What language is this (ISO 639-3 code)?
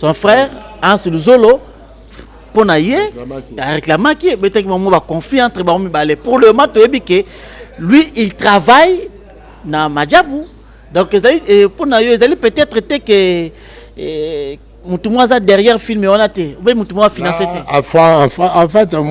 lin